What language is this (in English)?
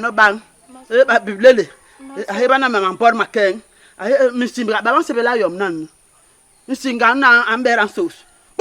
Basaa